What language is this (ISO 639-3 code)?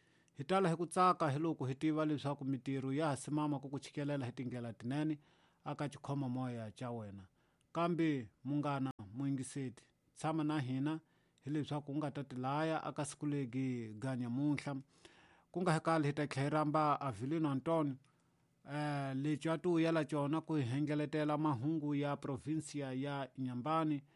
tso